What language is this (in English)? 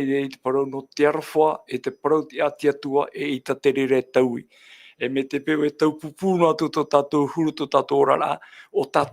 Tahitian